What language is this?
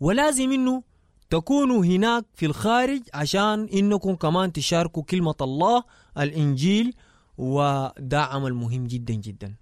Sudanese Arabic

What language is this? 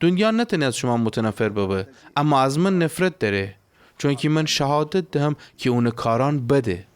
Gilaki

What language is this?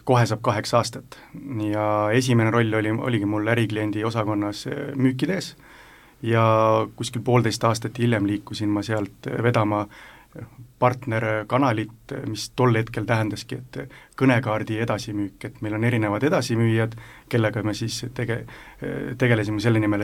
Estonian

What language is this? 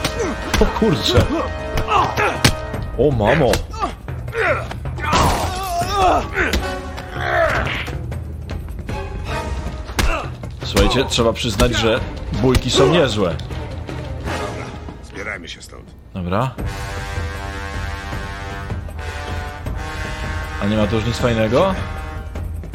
Polish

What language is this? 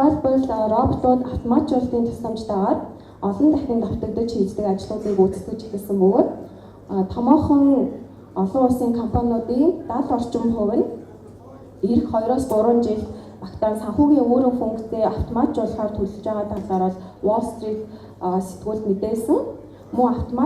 Mongolian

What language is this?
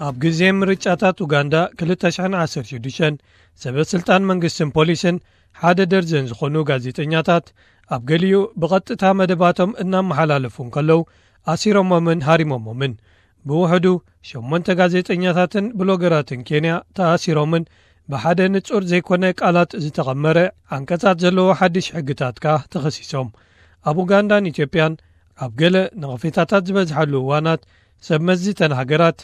Tigrinya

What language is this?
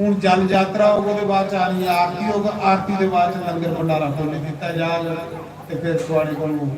Dogri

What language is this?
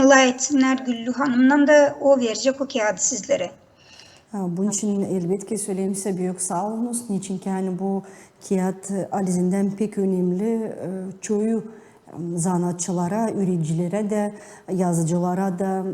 Gagauz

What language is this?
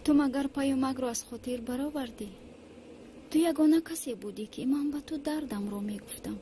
Tajik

